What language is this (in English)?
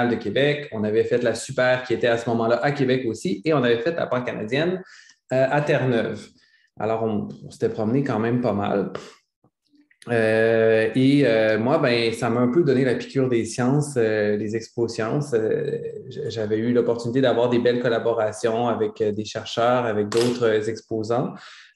French